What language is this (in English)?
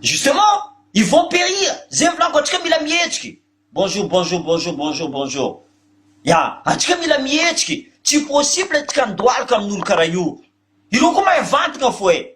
Malagasy